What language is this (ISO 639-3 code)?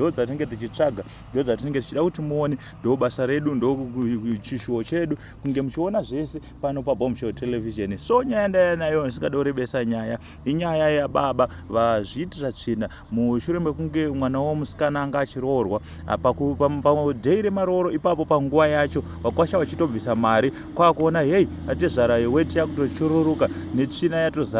sna